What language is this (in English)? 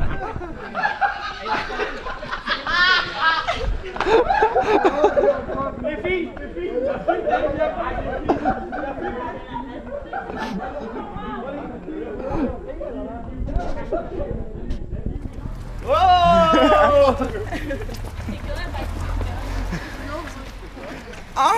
Danish